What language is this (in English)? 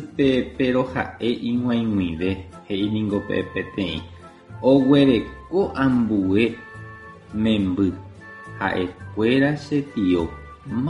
Guarani